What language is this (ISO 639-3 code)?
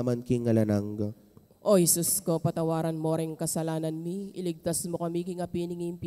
pam